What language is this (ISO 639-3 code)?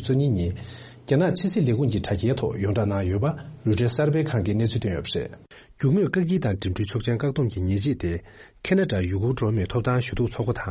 bod